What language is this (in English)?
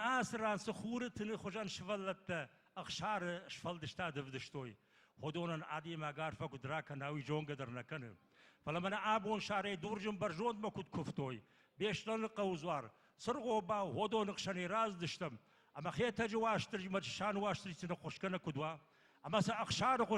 Ossetic